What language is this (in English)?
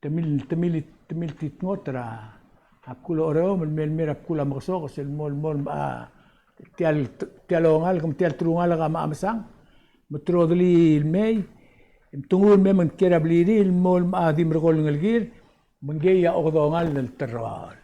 Palauan